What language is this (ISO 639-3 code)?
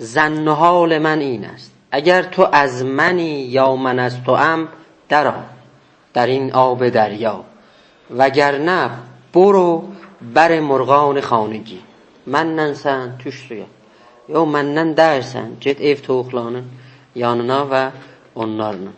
azb